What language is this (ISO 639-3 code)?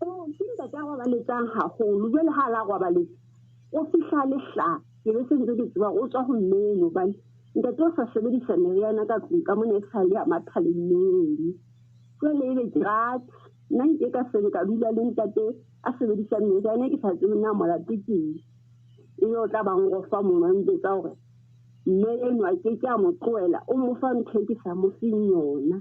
sot